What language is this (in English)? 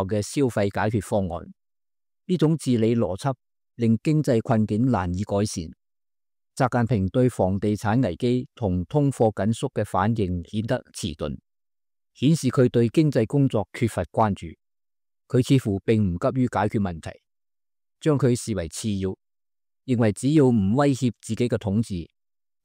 Cantonese